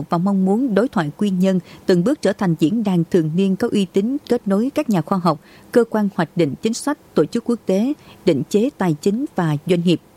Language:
Vietnamese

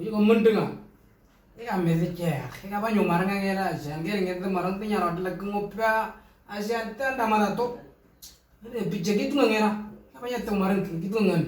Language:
Moro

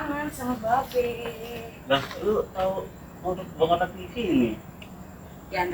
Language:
Betawi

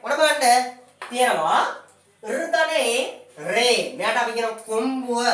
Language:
Sinhala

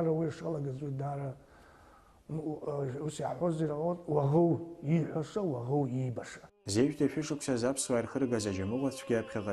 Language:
Abkhazian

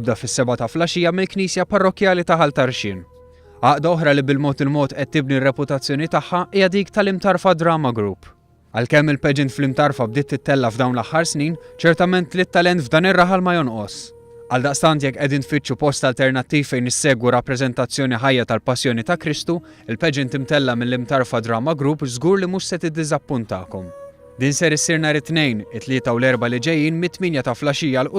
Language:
Maltese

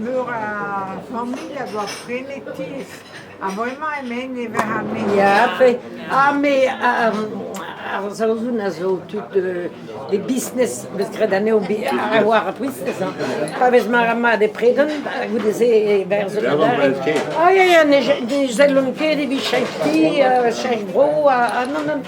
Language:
Breton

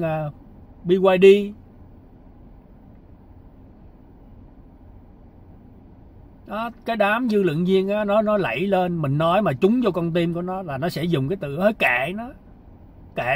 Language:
Vietnamese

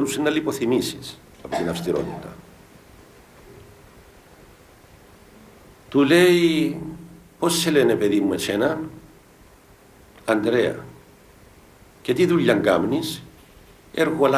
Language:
Greek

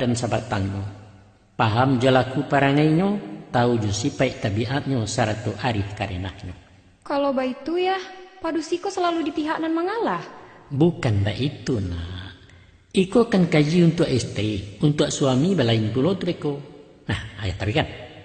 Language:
Minangkabau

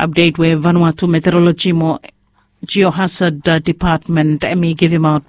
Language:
Bislama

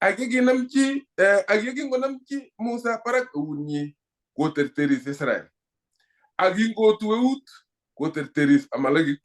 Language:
Kalenjin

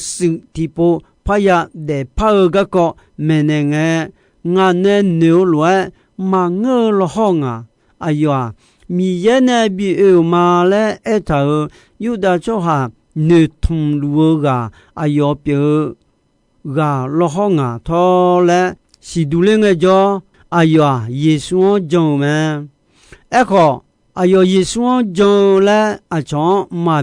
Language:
Akha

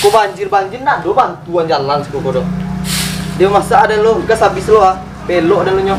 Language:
Minangkabau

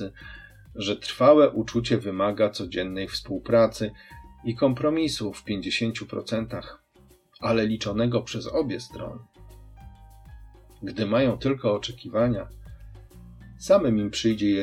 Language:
Polish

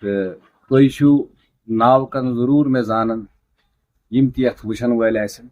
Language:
Kashmiri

